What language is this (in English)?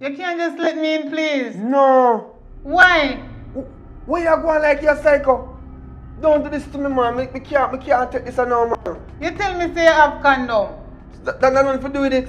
Jamaican Creole English